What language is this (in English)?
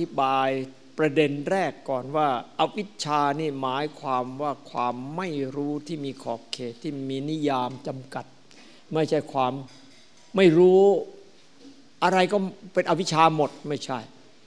Thai